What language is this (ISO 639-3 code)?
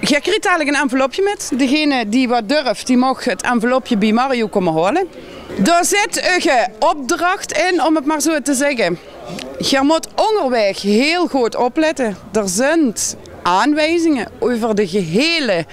lim